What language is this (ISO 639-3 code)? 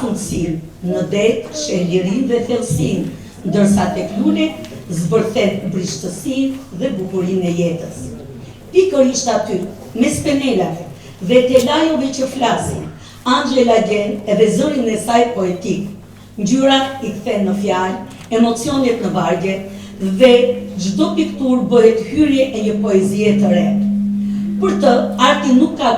sqi